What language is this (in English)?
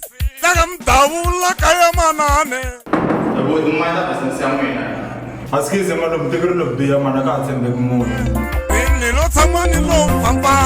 Tsonga